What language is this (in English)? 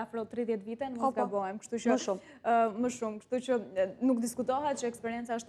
Albanian